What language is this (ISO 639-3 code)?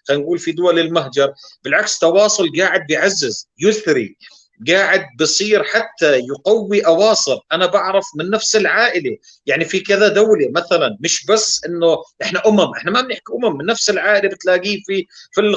apc